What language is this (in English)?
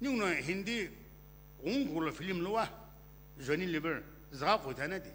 Sumi Naga